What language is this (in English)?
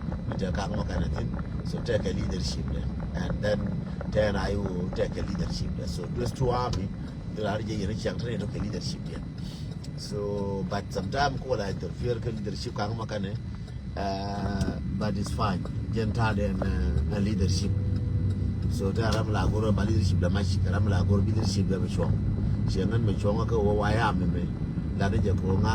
Nuer